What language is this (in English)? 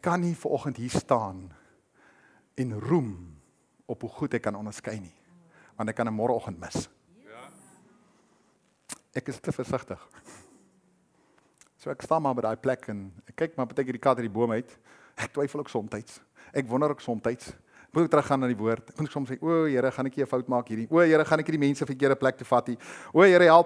Afrikaans